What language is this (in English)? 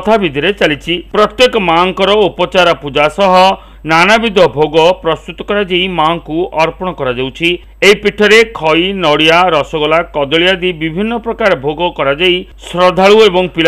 Odia